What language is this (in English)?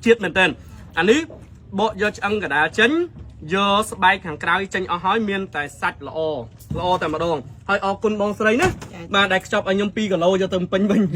Khmer